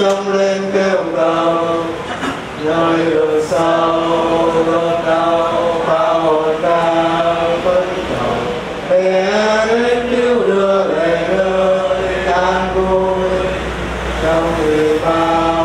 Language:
Vietnamese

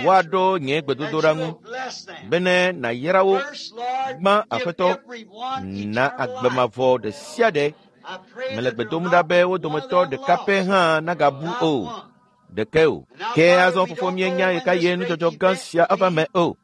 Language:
Ewe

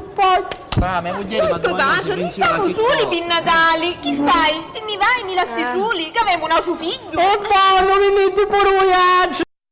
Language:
Sicilian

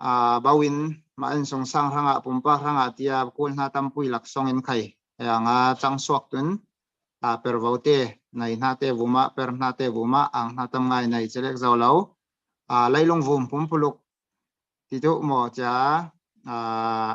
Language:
Falam Chin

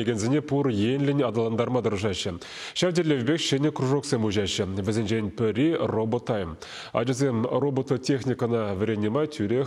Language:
Chuvash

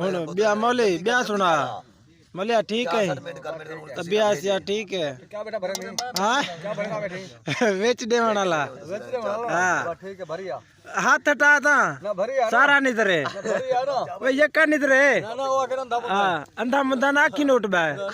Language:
Saraiki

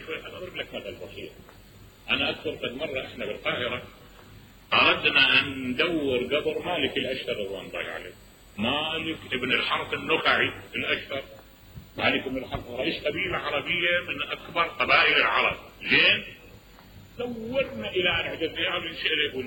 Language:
Mesopotamian Arabic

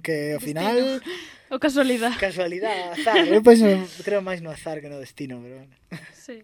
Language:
Galician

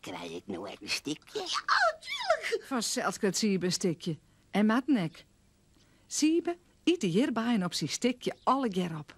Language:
Western Frisian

